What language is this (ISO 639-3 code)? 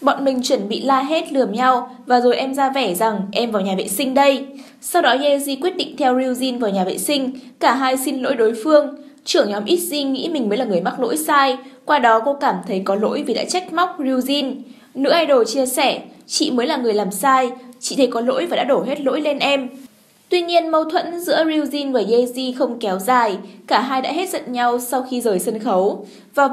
vie